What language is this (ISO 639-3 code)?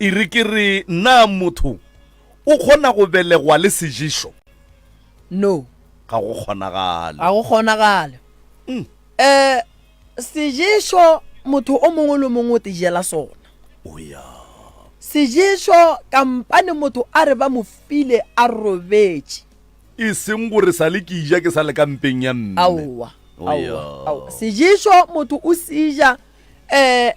nso